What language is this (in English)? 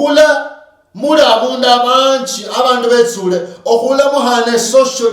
Luyia